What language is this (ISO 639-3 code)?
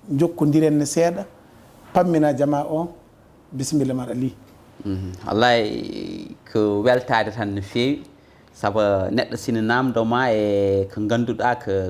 ful